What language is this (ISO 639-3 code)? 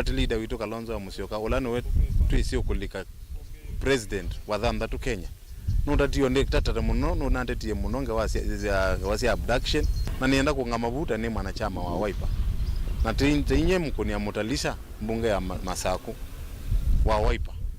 kam